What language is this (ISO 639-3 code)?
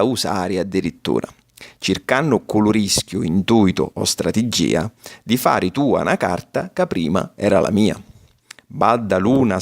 scn